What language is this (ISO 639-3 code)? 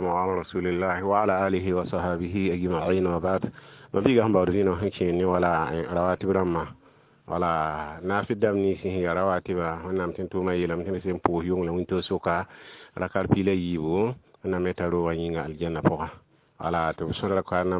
mos